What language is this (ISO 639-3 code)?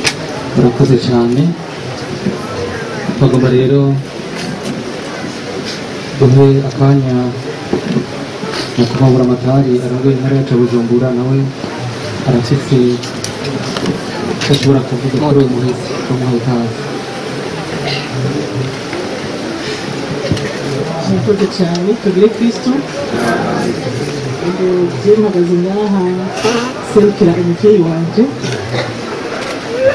run